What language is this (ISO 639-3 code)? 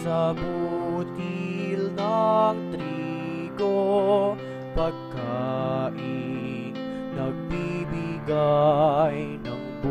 bik